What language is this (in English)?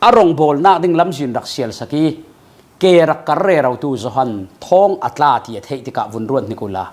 Falam Chin